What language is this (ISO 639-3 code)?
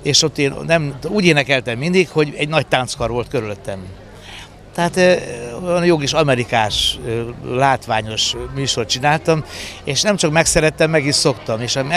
hun